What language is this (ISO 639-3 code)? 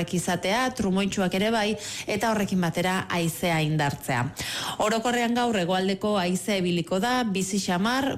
eus